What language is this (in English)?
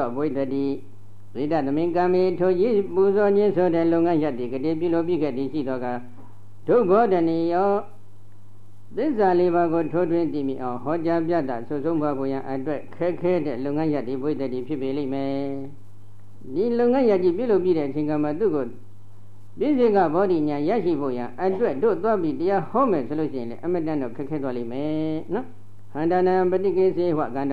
Burmese